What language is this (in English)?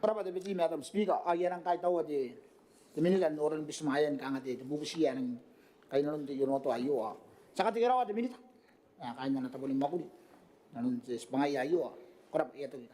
Gilbertese